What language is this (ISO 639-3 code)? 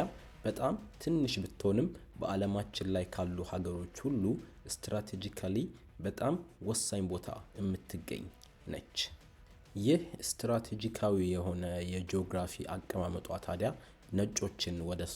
amh